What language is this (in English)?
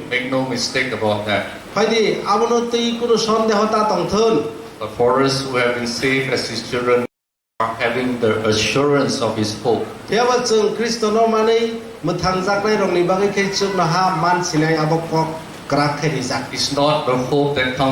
Kok Borok